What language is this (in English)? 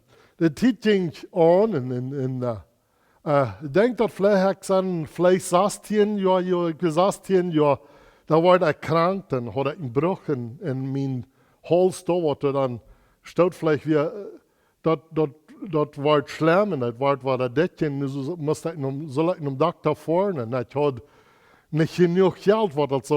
Plautdietsch